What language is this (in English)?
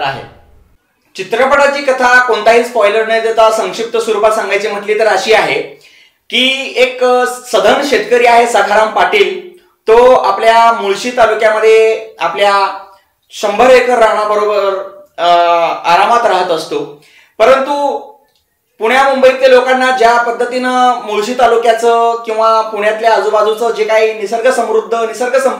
Marathi